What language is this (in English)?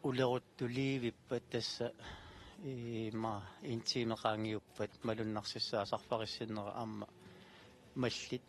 Kalaallisut